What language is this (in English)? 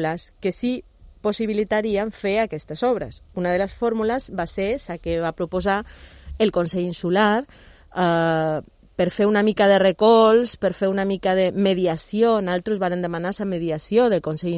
Catalan